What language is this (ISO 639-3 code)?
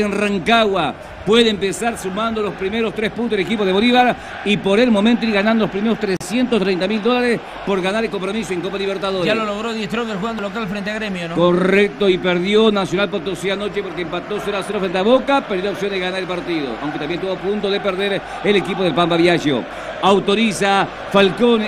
spa